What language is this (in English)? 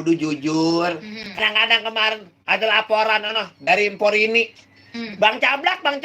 Betawi